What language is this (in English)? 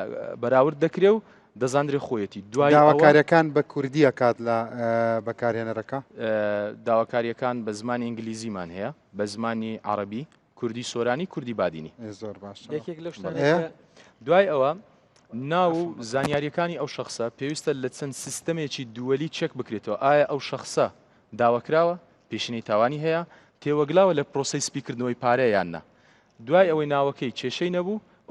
Central Kurdish